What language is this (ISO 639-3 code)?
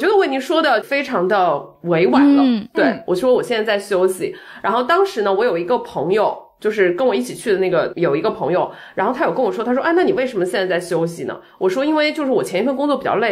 zho